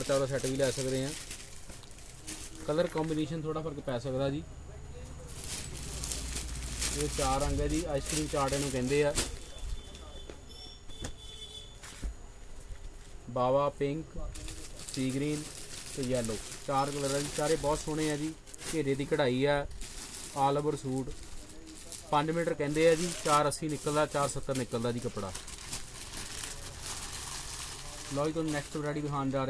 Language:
Punjabi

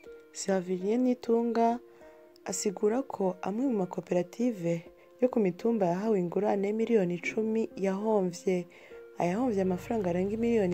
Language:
Rundi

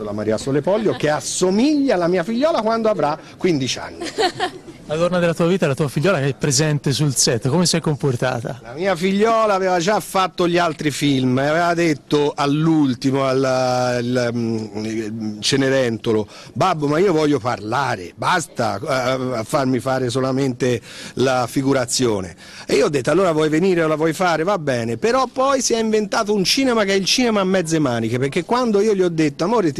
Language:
Italian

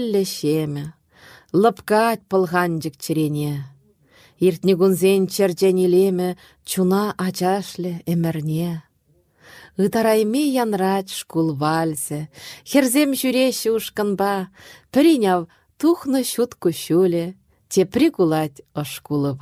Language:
Chuvash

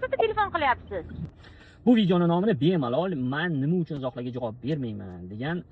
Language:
Uzbek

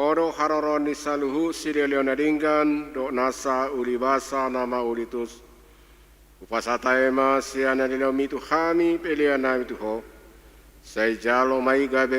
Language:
Batak Toba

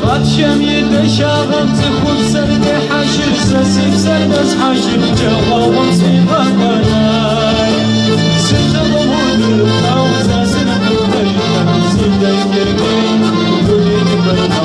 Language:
Kabardian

